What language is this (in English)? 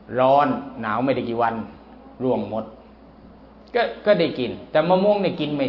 Thai